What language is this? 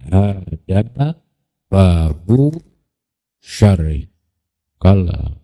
Sundanese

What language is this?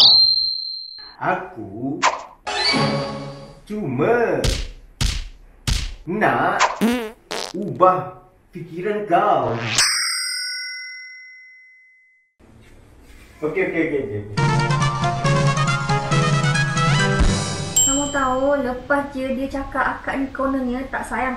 Malay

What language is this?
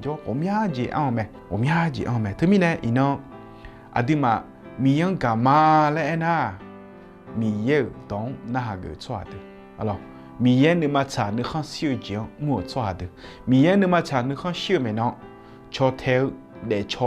Akha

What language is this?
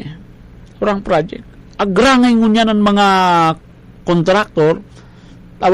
Bikol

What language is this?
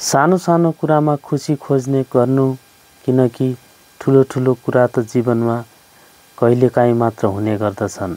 Nepali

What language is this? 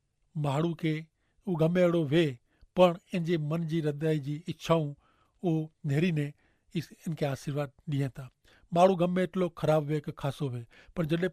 Kachhi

